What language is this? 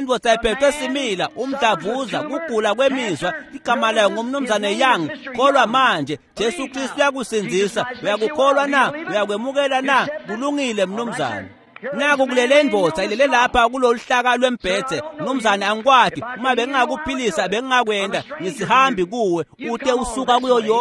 Swati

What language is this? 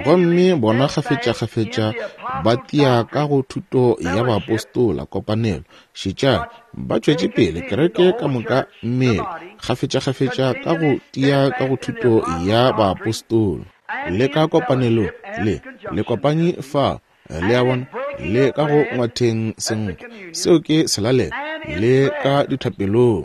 Northern Sotho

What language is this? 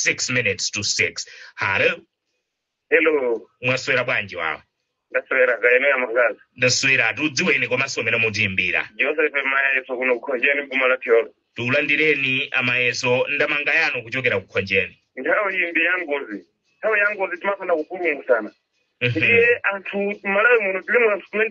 Nyanja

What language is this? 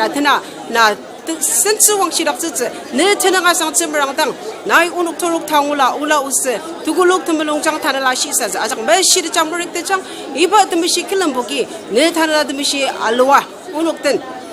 Ao Naga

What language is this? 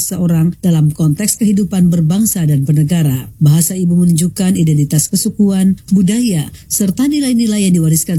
Indonesian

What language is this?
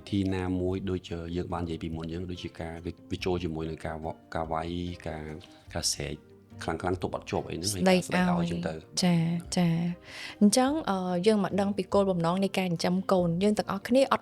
Khmer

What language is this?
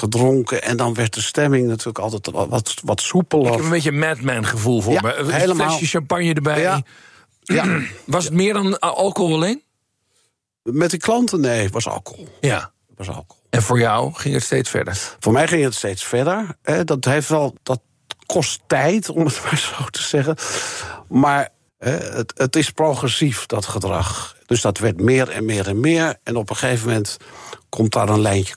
Dutch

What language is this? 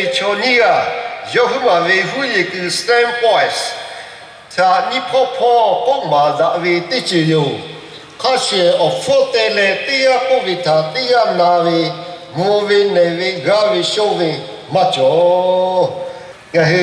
Lahu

